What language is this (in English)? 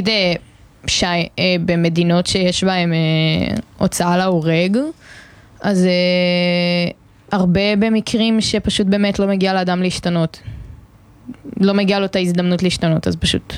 Hebrew